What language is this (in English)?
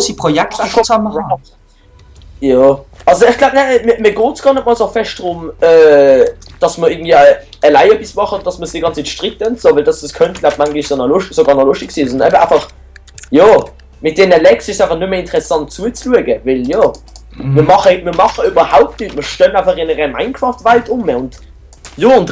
Swiss German